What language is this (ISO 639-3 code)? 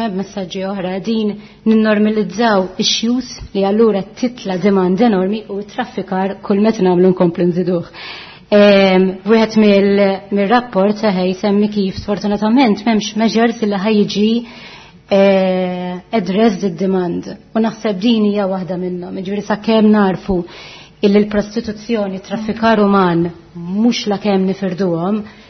mlt